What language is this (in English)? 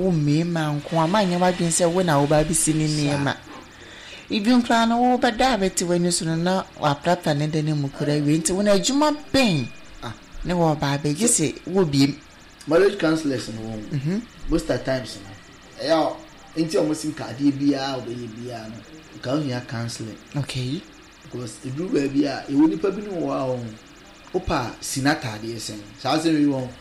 Akan